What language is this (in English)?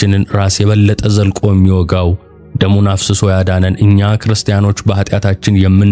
Amharic